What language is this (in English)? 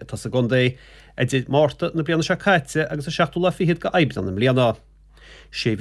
Irish